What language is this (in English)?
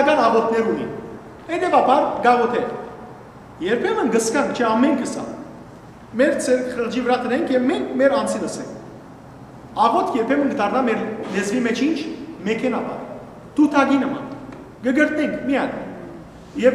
Western Armenian